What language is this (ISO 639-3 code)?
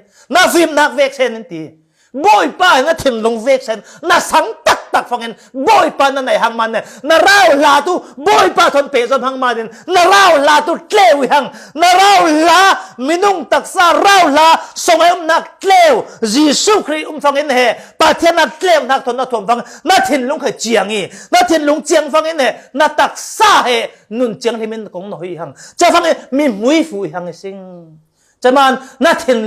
cfm